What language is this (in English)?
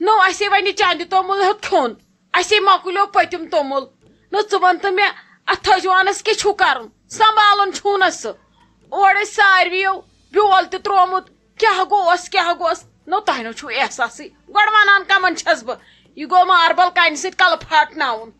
Kashmiri